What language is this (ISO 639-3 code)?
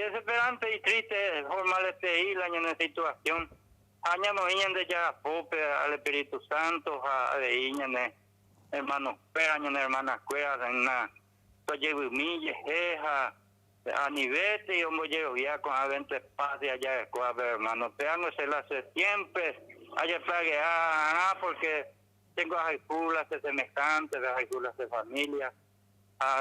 grn